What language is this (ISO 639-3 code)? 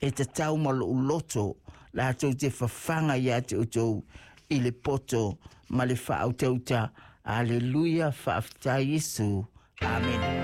smo